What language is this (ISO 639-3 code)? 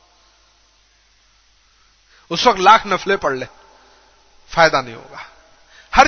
urd